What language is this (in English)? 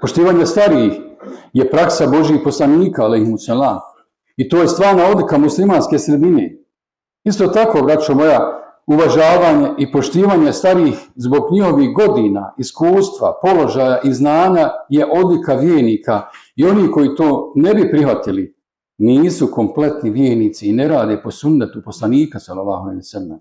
Bosnian